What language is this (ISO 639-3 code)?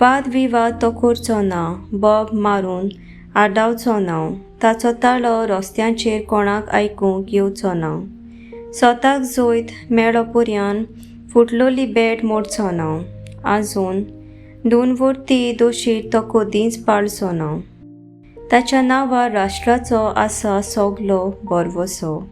kok